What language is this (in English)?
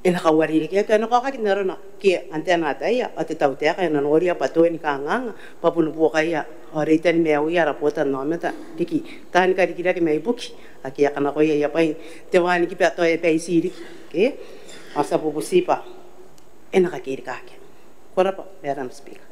Gilbertese